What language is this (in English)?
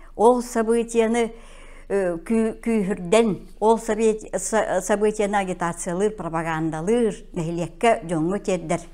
Yakut